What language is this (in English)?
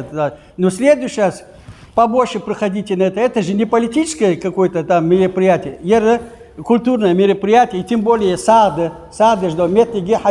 Ingush